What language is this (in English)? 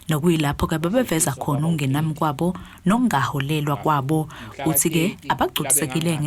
Zulu